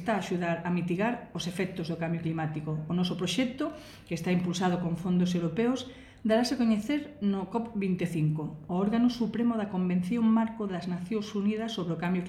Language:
Galician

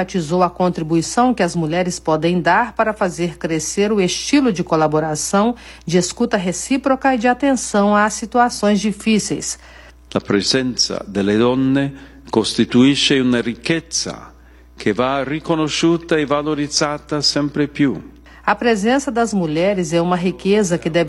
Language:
Portuguese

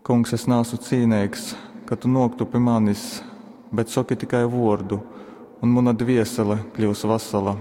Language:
Latgalian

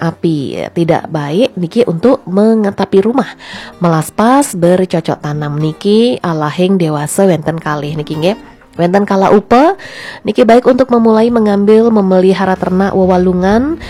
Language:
Balinese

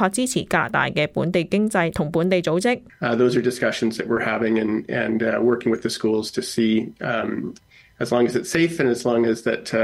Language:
Cantonese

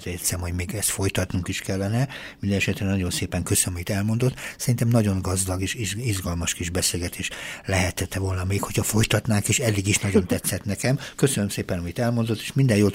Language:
Hungarian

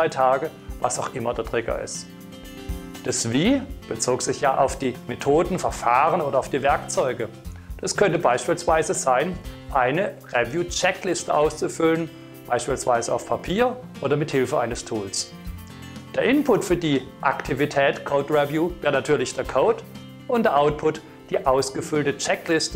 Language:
German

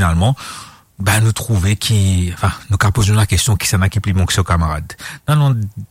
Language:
Morisyen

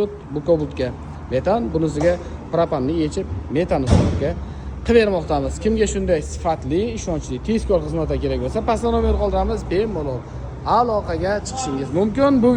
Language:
Uzbek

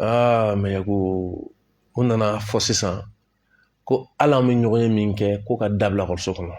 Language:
Bambara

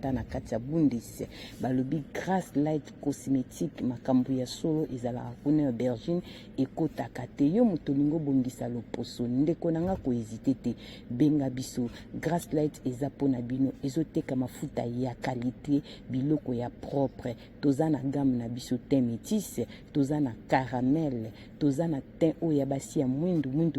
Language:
Lingala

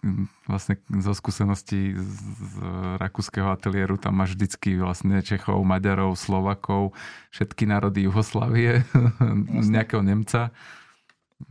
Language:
Slovak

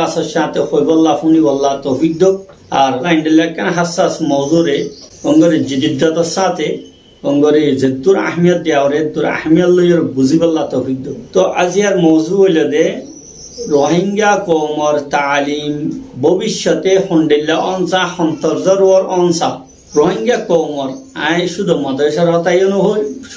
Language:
Rohingya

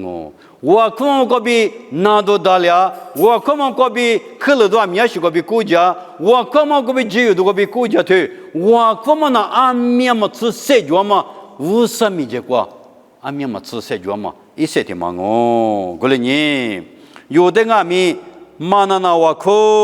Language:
Lisu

